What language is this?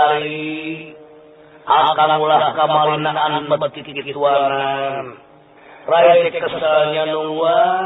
Sundanese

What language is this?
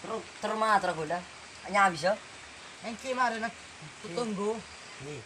Madurese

